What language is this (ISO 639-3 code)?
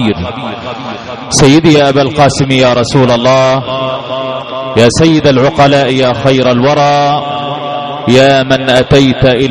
ara